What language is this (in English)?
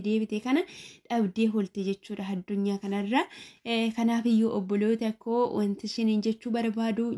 Oromo